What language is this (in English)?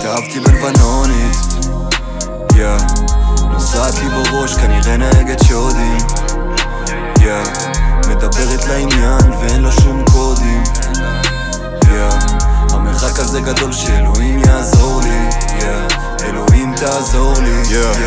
Hebrew